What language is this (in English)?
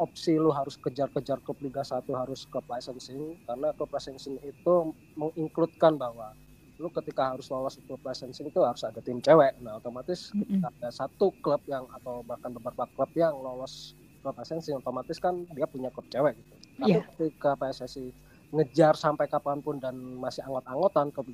Indonesian